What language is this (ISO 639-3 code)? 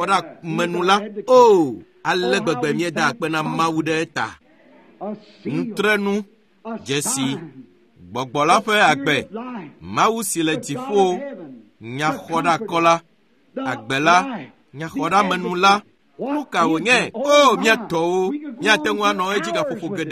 ewe